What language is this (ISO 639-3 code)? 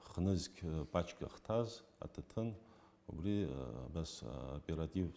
abk